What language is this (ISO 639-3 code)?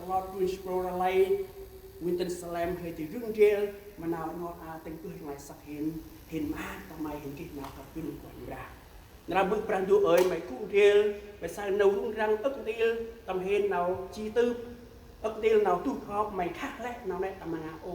cmo